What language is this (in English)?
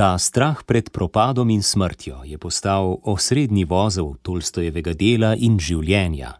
Slovenian